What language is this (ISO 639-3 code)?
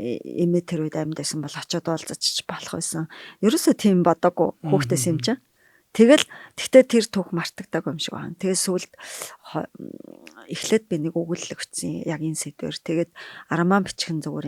mon